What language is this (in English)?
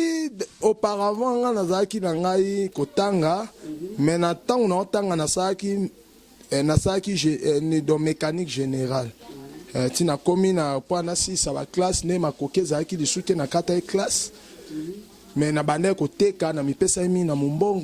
Lingala